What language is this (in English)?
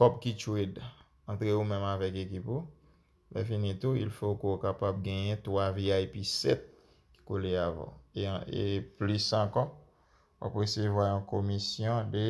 Haitian Creole